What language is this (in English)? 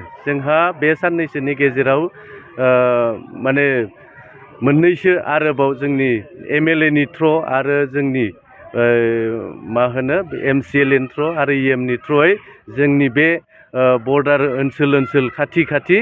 Bodo